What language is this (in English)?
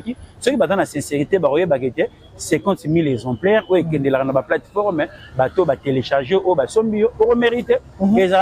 Lingala